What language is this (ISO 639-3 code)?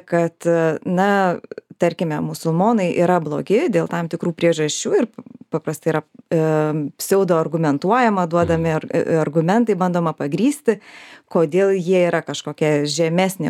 lit